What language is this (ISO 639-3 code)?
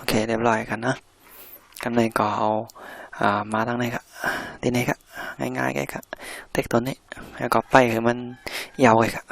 shn